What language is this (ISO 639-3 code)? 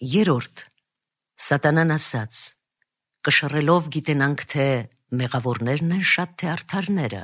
hye